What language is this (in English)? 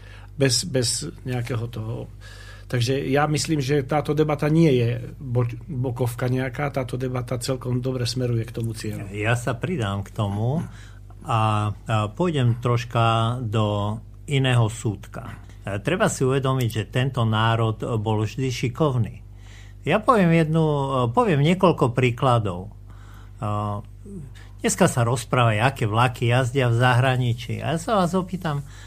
Slovak